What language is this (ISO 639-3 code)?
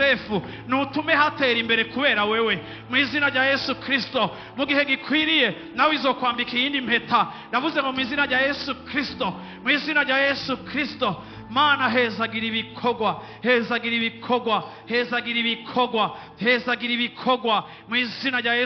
run